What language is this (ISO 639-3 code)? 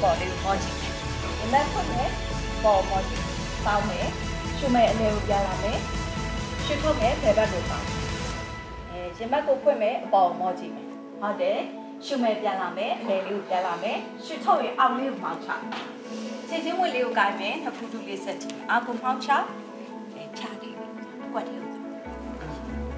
mya